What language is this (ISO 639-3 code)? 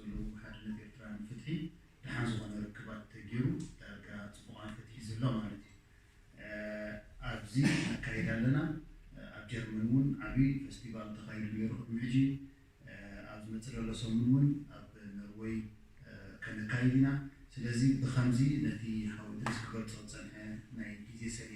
tir